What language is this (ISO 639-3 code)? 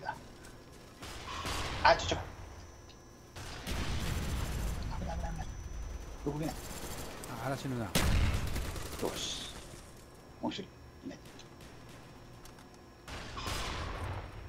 jpn